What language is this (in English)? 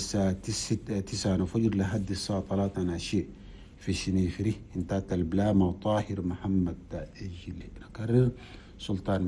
Chadian Arabic